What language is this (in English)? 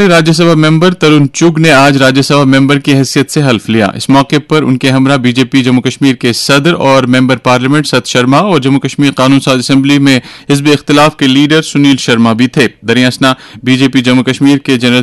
Urdu